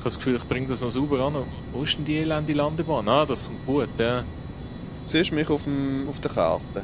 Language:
Swiss German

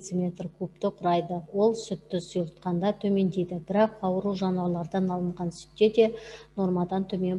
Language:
Kazakh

